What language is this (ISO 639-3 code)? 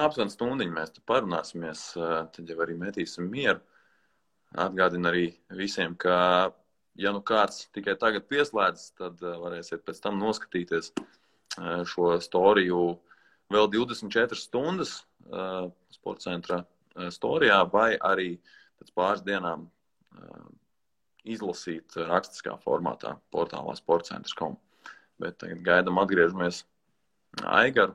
lav